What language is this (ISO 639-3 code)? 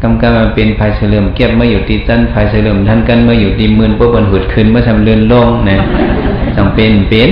shn